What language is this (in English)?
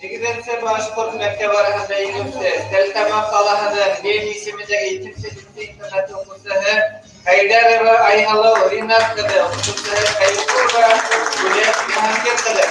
Bashkir